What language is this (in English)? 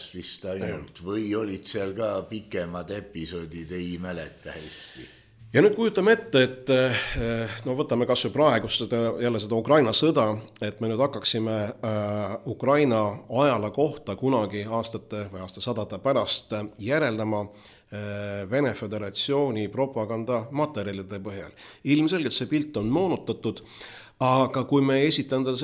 Estonian